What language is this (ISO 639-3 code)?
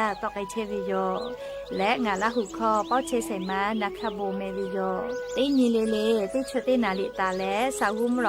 lhu